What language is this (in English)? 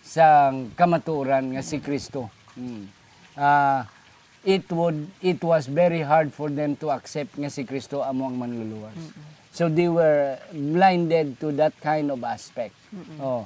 Hiligaynon